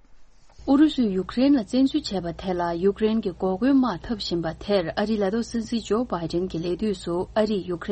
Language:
Tibetan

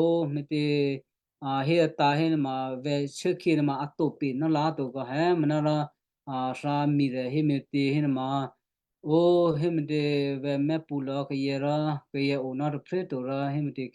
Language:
Western Kayah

